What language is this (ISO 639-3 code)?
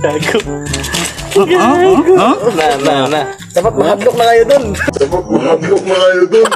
ceb